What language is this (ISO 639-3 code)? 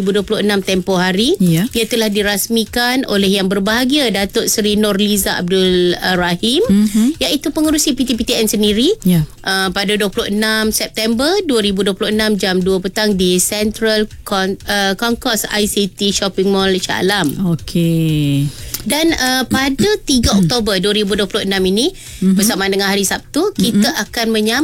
msa